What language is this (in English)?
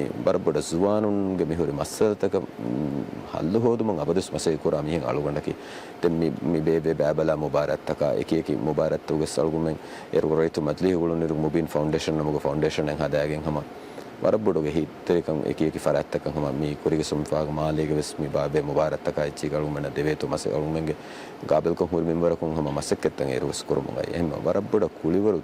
Divehi